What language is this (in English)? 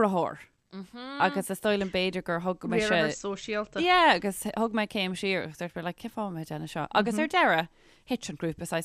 Irish